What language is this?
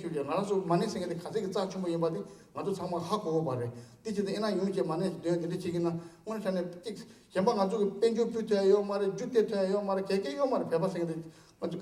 Tibetan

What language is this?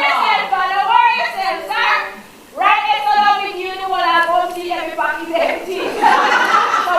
Jamaican Creole English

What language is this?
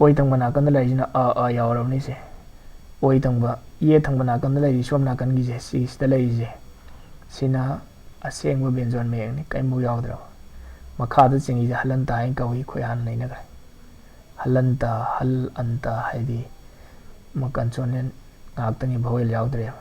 Manipuri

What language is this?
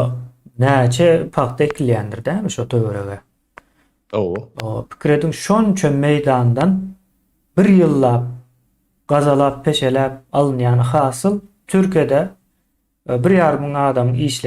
Turkmen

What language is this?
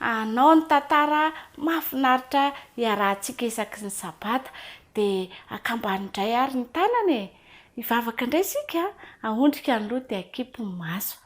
Malagasy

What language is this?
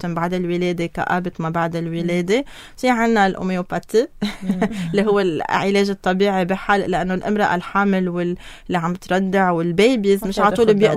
North Levantine Arabic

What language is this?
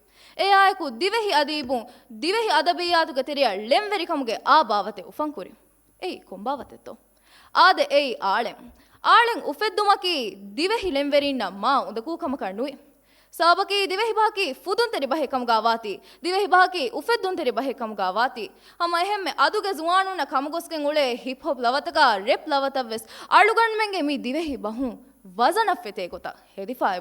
Divehi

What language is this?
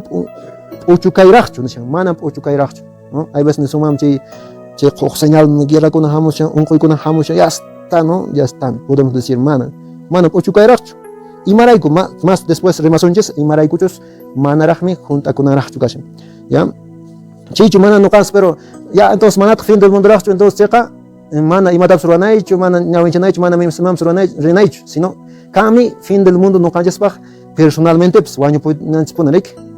Quechua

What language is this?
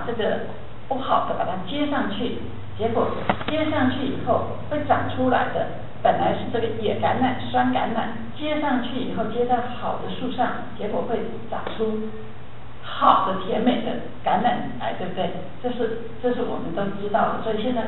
Chinese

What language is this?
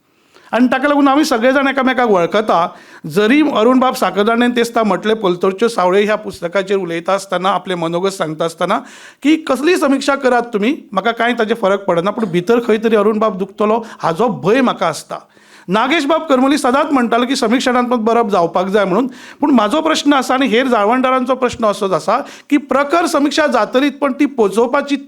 Konkani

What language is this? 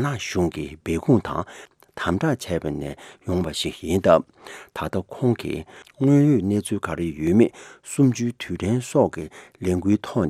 Tibetan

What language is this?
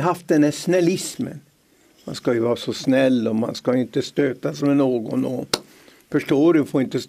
Swedish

